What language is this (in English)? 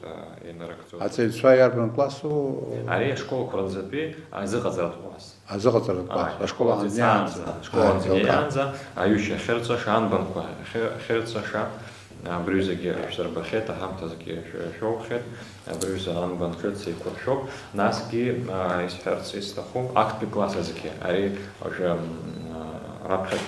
Abkhazian